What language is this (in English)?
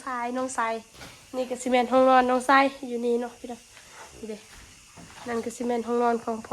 Northeastern Thai